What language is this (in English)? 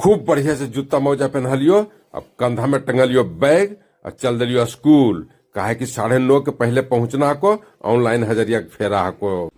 Magahi